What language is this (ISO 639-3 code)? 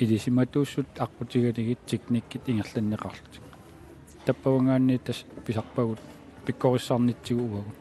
kal